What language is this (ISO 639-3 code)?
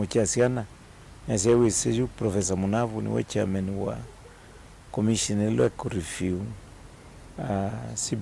kam